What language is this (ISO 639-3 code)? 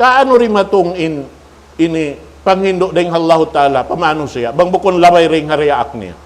tsg